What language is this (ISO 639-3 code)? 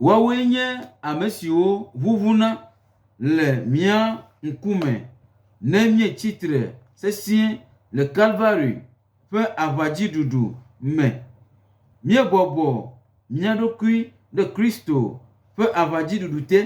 gej